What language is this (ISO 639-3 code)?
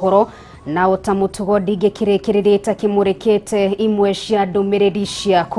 kik